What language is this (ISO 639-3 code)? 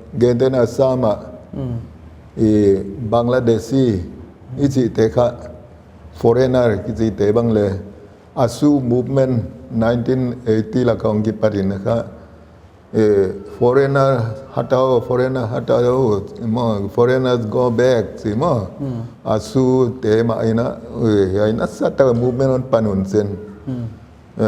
pck